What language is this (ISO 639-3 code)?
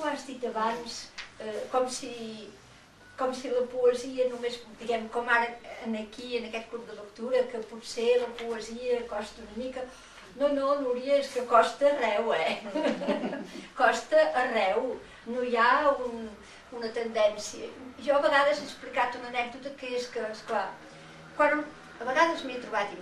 cat